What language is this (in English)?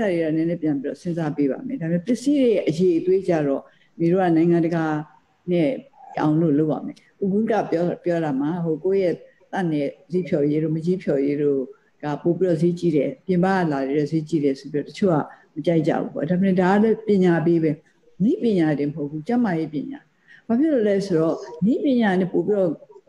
Burmese